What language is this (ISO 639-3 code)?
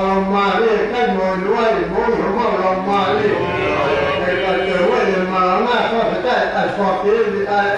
ton